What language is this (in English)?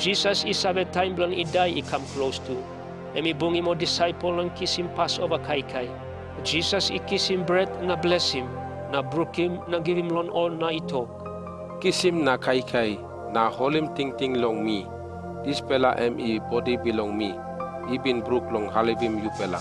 Tok Pisin